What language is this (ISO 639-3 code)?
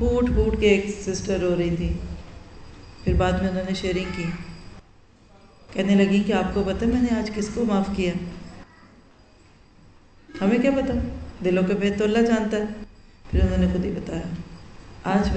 urd